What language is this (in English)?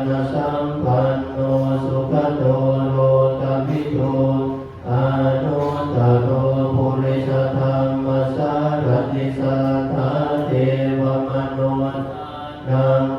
Pali